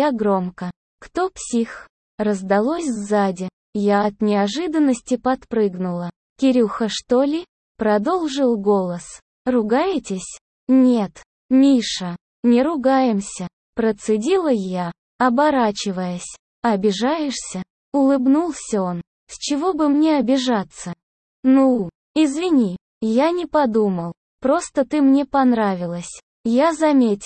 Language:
Russian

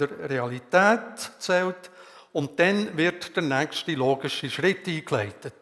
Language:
Swiss German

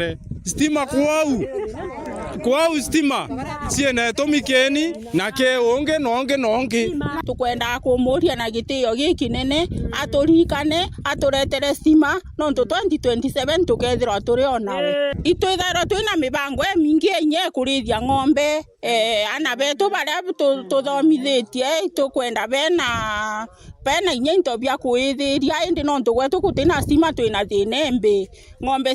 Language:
Meru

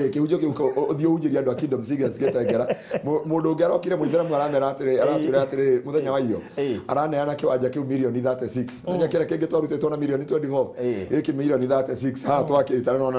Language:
Kikuyu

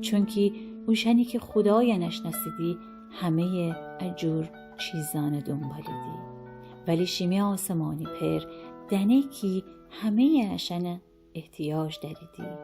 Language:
Gilaki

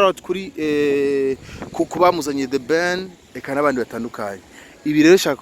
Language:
Rundi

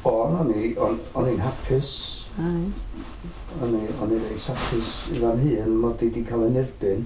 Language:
Welsh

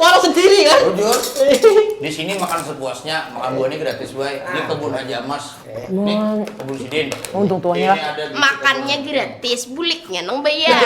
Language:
Banjar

